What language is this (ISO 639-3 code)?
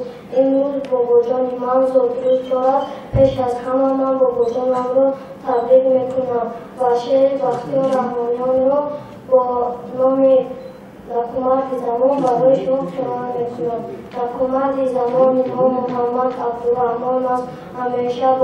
tgk